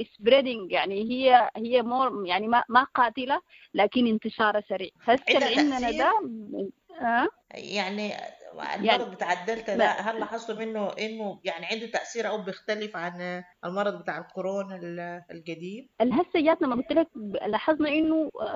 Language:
Sudanese Arabic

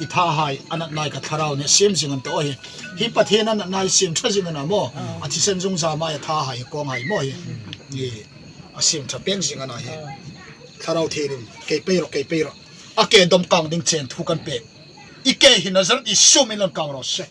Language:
Hmar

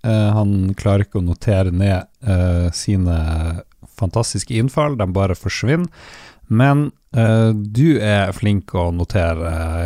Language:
Norwegian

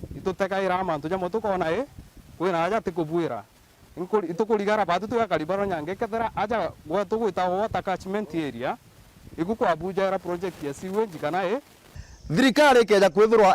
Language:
Meru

